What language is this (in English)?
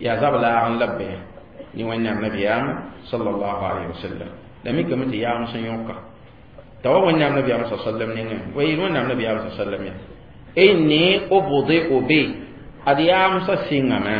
Mossi